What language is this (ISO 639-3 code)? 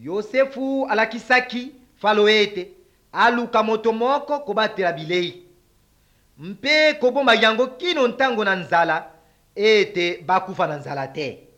lin